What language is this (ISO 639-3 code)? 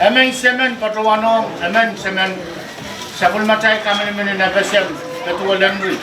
pon